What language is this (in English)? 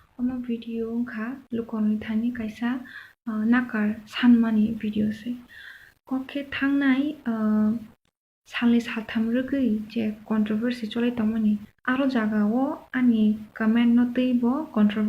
Kok Borok